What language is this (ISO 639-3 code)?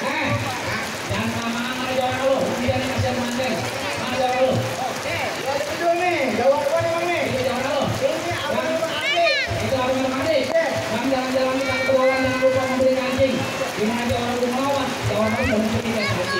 bew